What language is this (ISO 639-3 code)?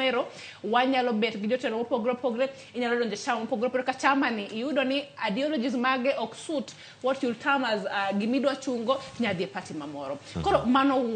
luo